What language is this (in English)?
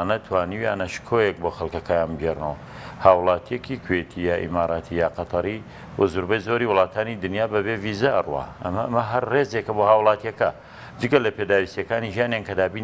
Central Kurdish